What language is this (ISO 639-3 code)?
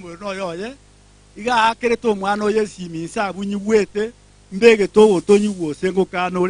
guz